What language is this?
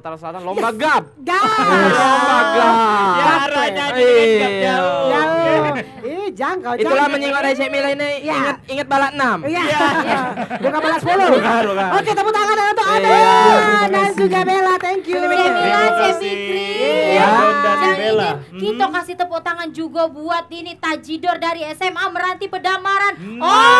Musi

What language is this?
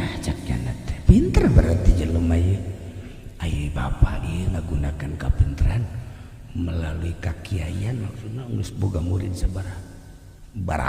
Sundanese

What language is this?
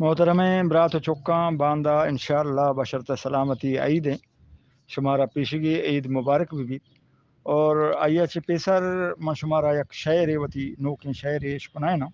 Eastern Balochi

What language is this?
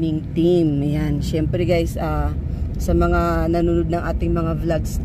Filipino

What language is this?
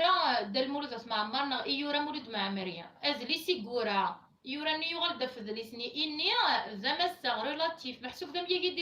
Kabyle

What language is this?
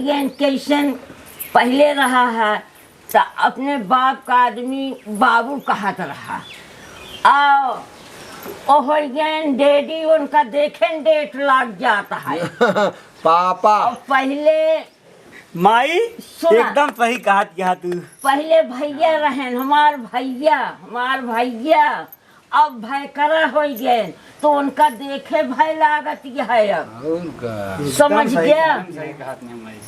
Awadhi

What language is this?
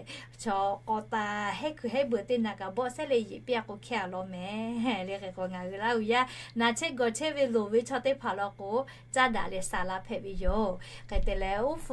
Lahu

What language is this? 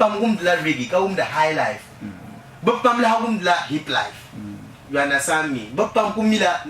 Dagbani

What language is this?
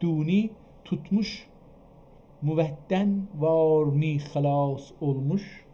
South Azerbaijani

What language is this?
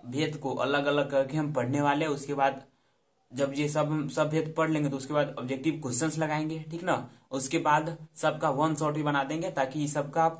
Hindi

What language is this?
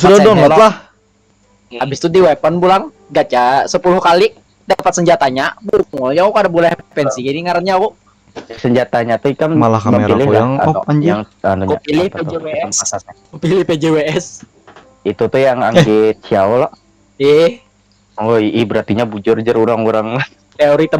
Banjar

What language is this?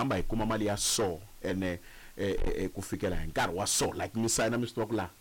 Tsonga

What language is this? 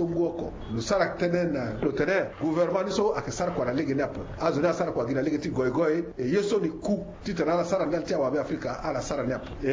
Sango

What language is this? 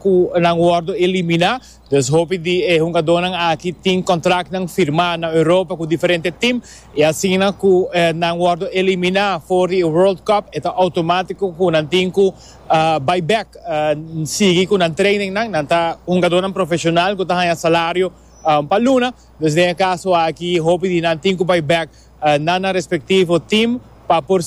Papiamento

